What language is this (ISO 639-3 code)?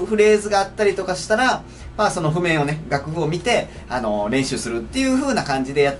jpn